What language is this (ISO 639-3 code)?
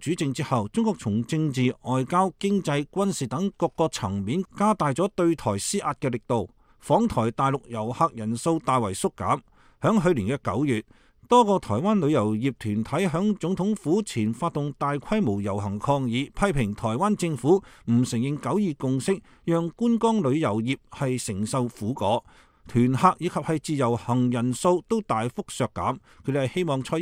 yue